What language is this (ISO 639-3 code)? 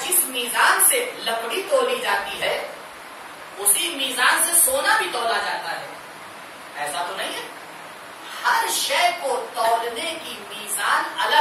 urd